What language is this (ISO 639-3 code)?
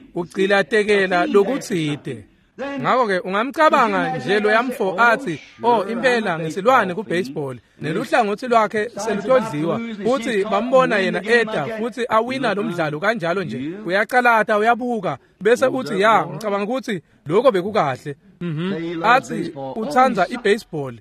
ssw